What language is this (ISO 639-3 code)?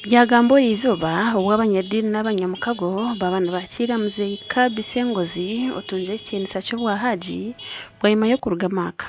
nyn